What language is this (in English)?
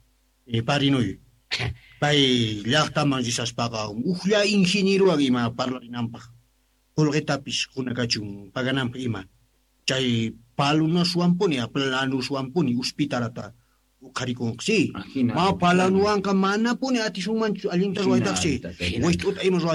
South Bolivian Quechua